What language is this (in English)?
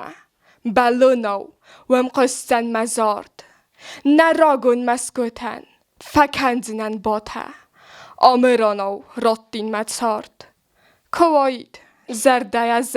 Ossetic